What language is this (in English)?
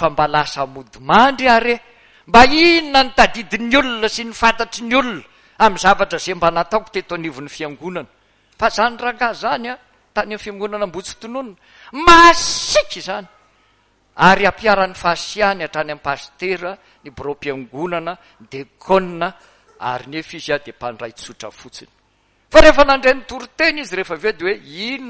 Malagasy